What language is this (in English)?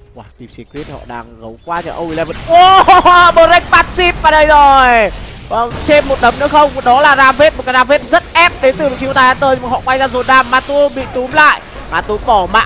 Vietnamese